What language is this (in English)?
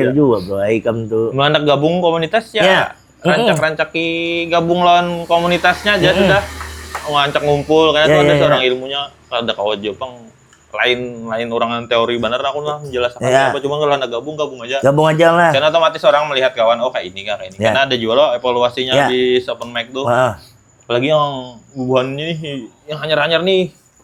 Banjar